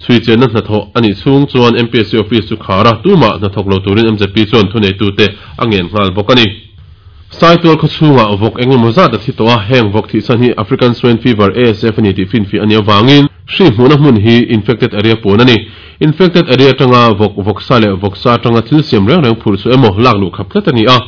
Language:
Mizo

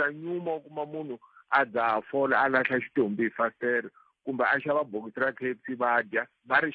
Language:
Tsonga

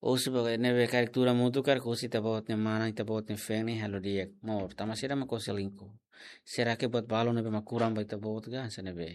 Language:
Tetum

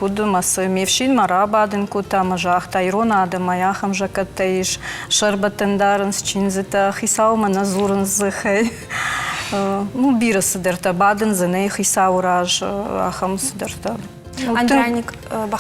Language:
Ossetic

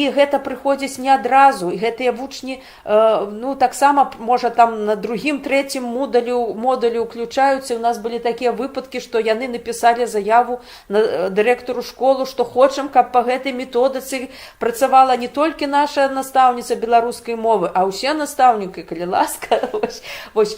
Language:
Belarusian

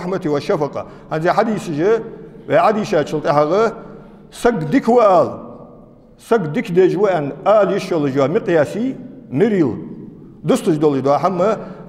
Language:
Ingush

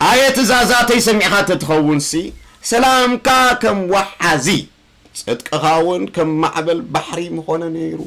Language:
Tigrinya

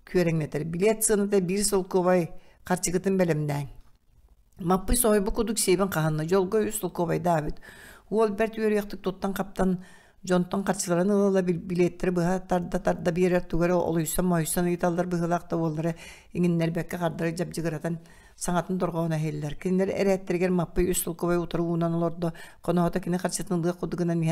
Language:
Yakut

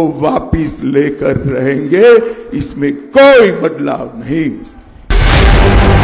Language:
Hindi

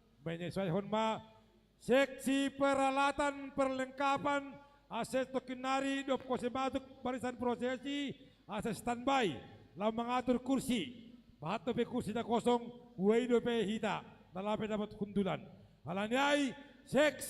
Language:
Batak Simalungun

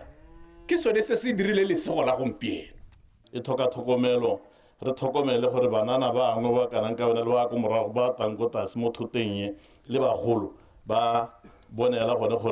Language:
Tswana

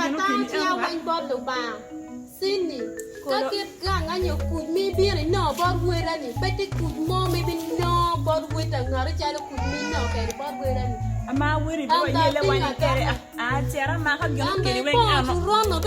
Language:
Acoli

